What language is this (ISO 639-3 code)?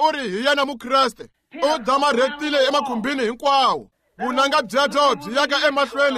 tso